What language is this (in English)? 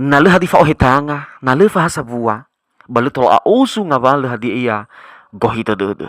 Nias